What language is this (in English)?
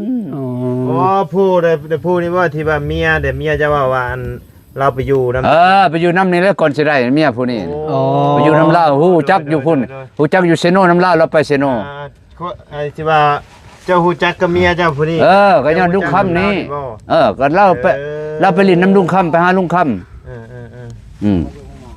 Lao